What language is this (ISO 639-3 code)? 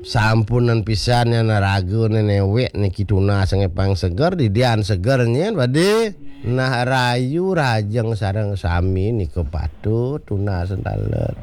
ban